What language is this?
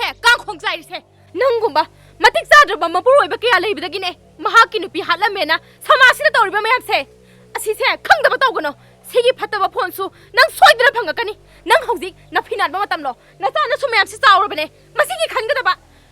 Manipuri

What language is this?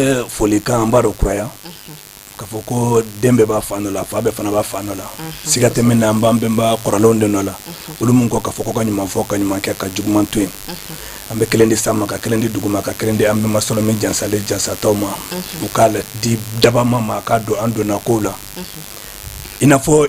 Bambara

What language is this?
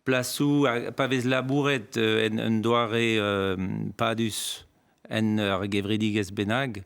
Breton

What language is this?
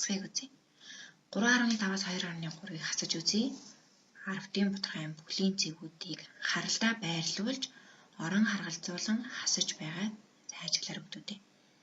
Mongolian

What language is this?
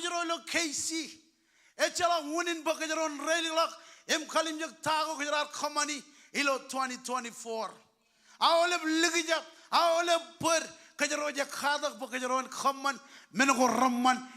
Marshallese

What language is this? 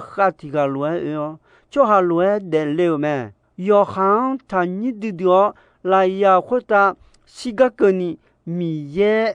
Akha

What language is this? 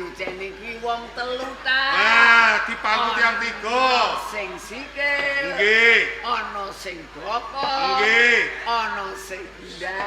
Javanese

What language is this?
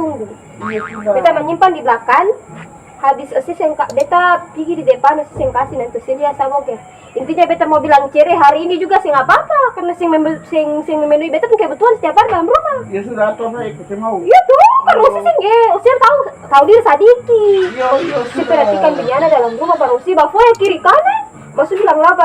Ambonese Malay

